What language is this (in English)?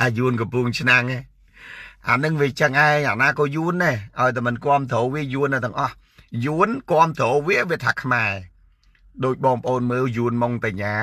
Khmer